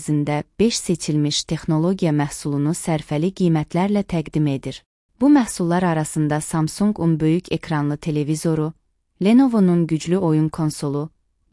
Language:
Azerbaijani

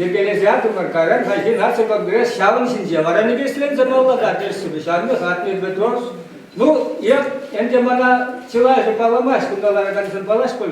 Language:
Chuvash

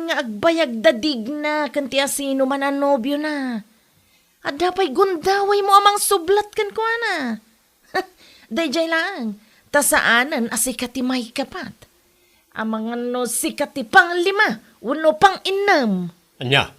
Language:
Iloko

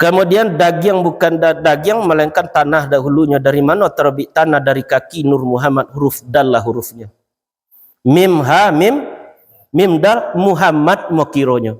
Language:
Minangkabau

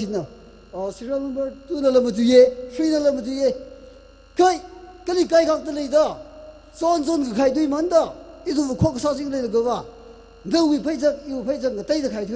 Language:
Tangkhul Naga (India)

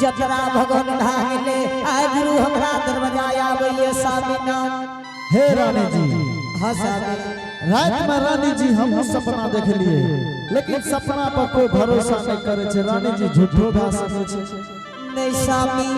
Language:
Angika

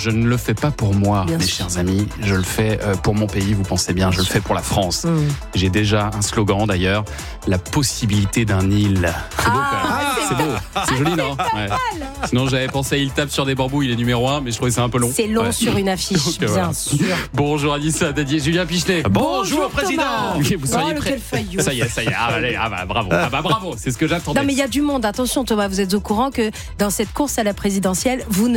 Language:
French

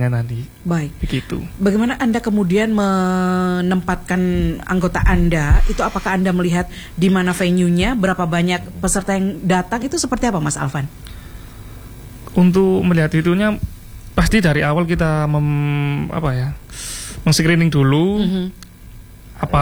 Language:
Indonesian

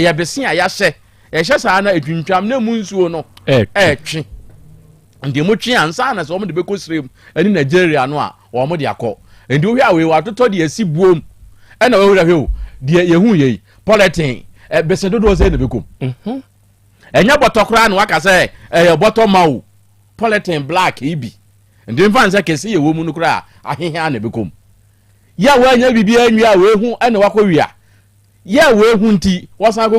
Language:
Akan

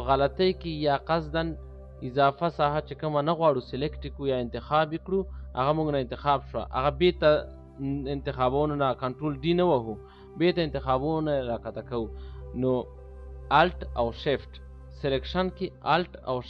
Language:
Pashto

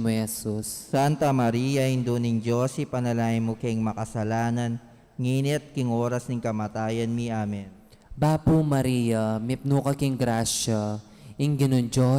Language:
Pampanga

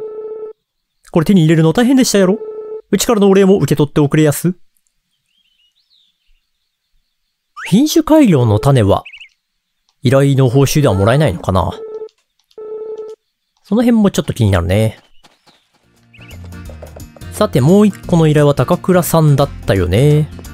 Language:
Japanese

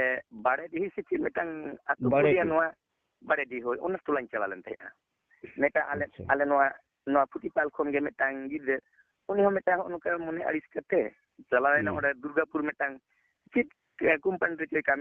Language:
Santali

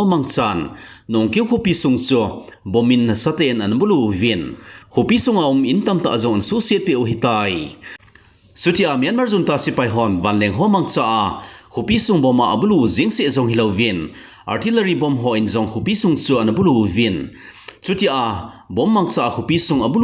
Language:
Thado Chin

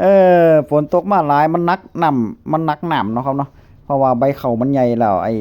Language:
Northeastern Thai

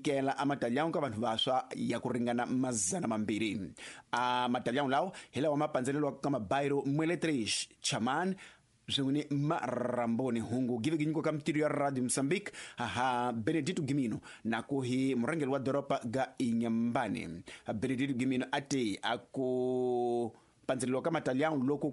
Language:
Tsonga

